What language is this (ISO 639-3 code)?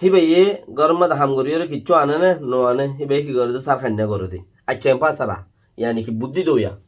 rhg